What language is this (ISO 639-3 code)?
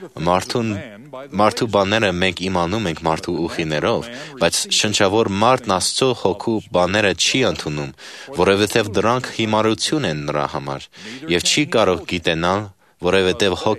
hye